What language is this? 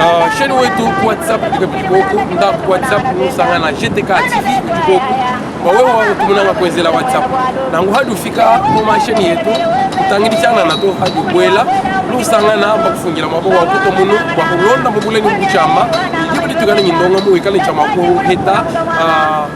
Luba-Lulua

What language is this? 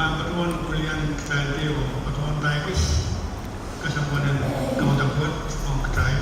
Pohnpeian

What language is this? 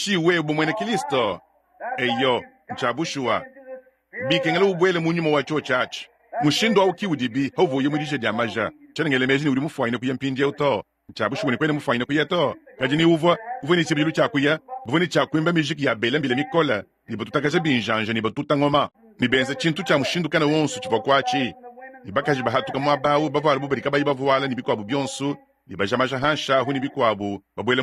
Luba-Lulua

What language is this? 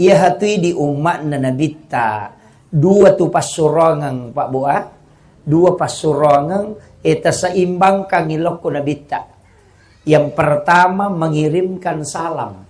Buginese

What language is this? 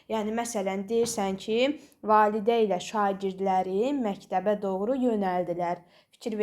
Azerbaijani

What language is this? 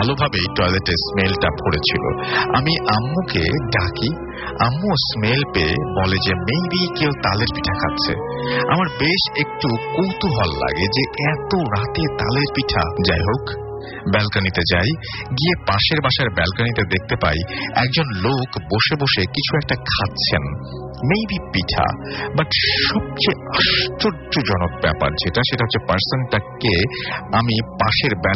Bangla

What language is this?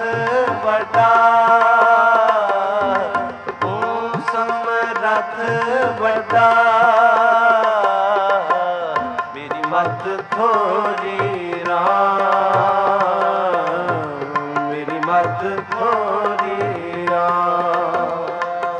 Punjabi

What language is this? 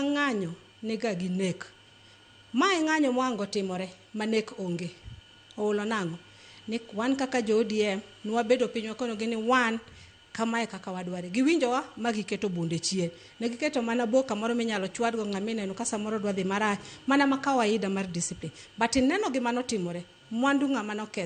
Luo (Kenya and Tanzania)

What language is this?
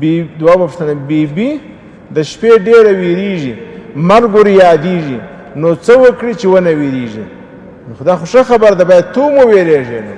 Pashto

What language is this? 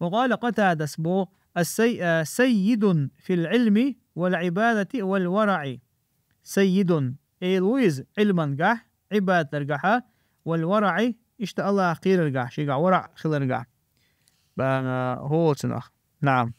Chechen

